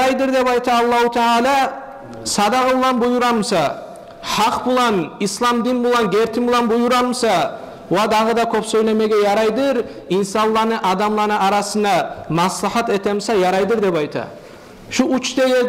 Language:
Kumyk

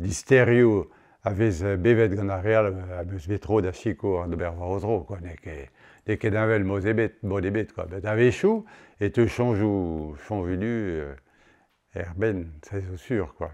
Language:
Breton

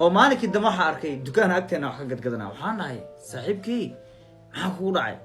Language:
Somali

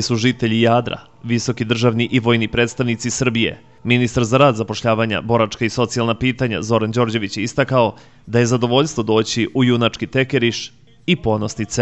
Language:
Serbian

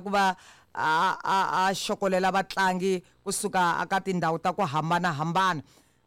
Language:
Tsonga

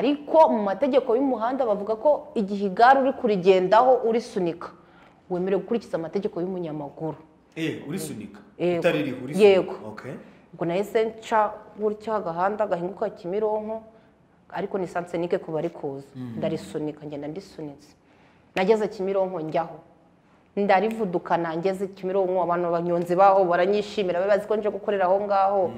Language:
Kinyarwanda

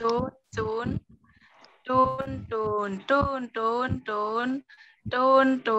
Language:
Shan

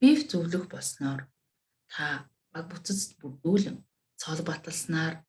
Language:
Mongolian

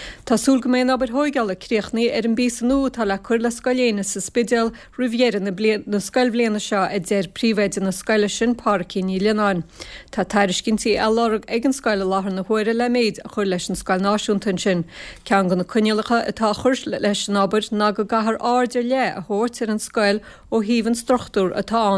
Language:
Irish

